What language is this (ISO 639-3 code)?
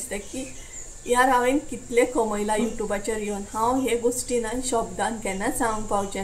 kok